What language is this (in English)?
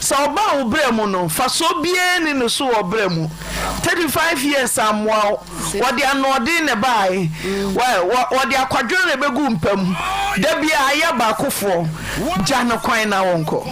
Akan